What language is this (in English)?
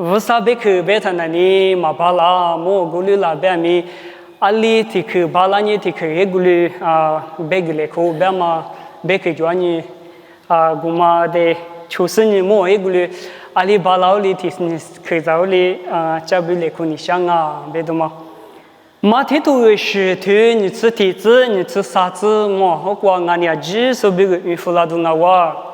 Lisu